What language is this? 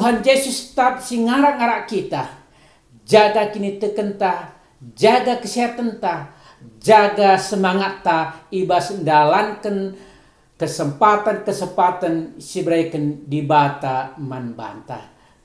Batak Karo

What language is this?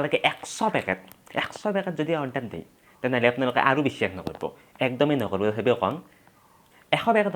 Assamese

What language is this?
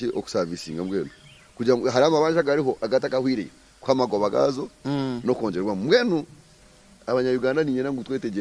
Nyankole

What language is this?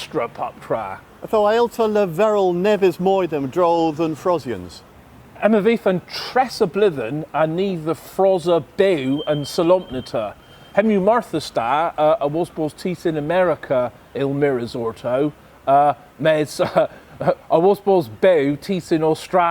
Cornish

